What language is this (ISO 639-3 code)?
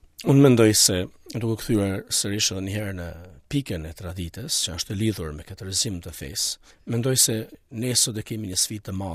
sqi